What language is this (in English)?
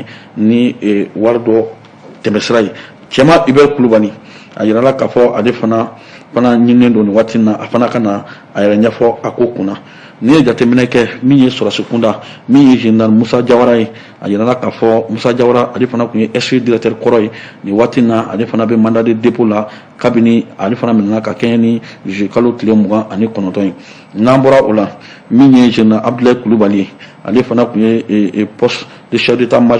Bambara